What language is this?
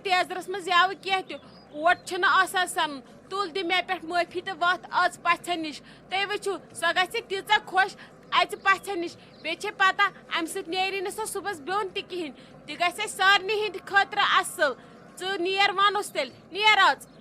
Kashmiri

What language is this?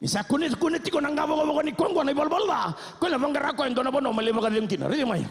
Fijian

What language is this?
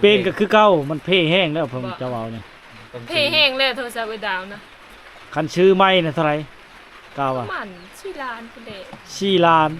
Lao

